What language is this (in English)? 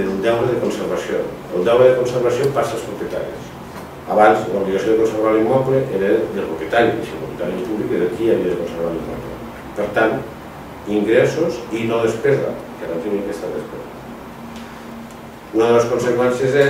Catalan